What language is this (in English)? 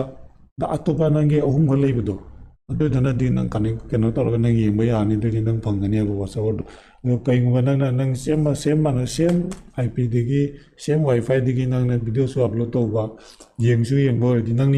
Manipuri